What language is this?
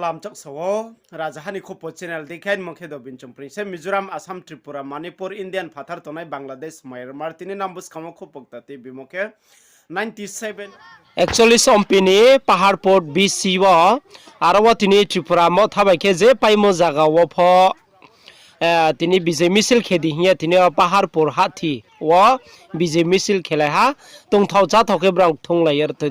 Riang (India)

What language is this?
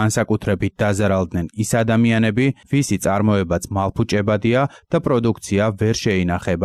Georgian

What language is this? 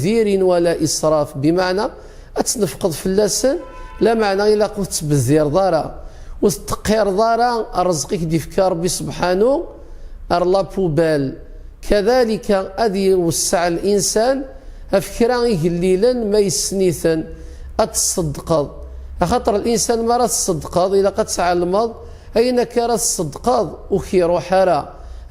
Kabyle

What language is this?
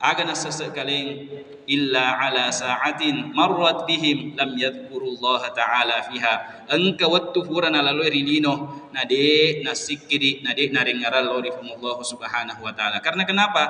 Buginese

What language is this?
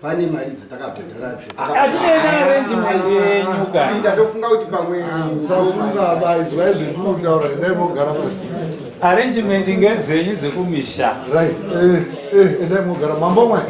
Shona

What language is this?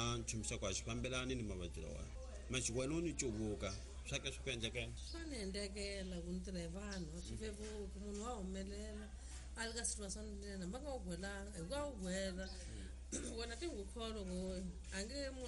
Tsonga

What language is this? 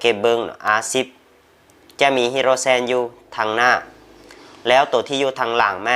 Lao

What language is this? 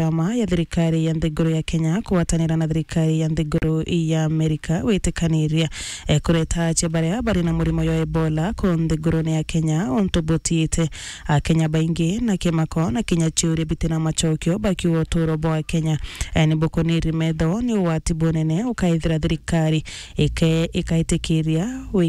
Meru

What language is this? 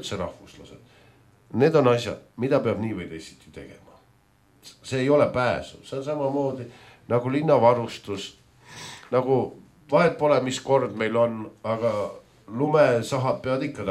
Estonian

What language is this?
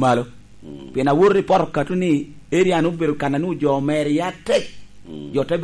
Lango (Uganda)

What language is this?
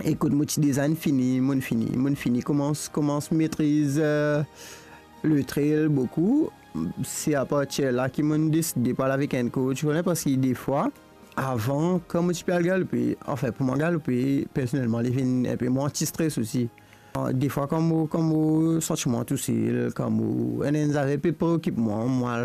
Morisyen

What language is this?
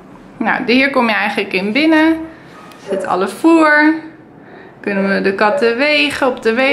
Dutch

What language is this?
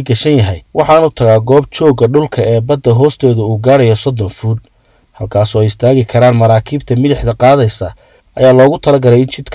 Somali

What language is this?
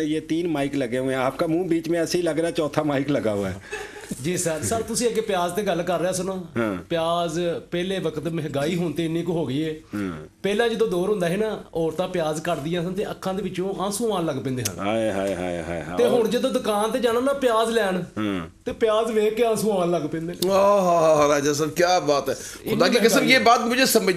Punjabi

